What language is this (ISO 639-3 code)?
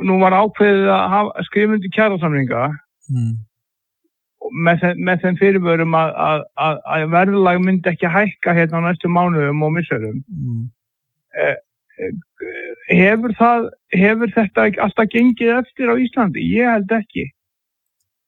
isl